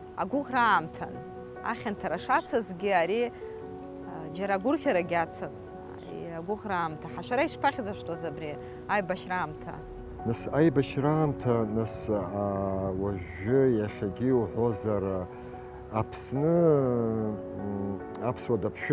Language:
Abkhazian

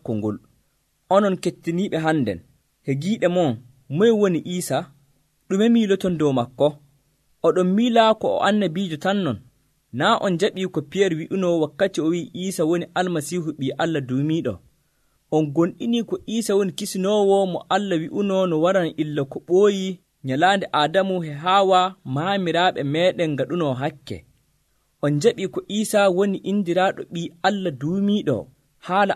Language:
Nigerian Fulfulde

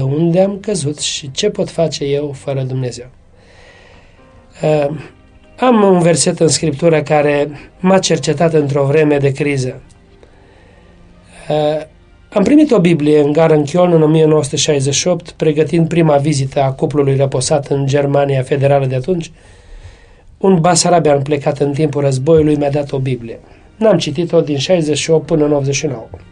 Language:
Romanian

